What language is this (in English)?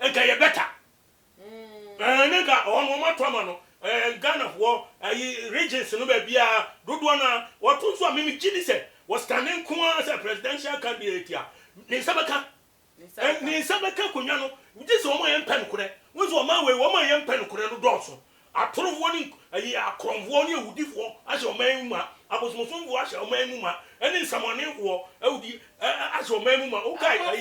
Akan